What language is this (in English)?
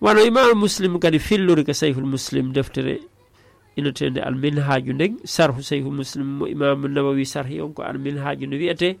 Fula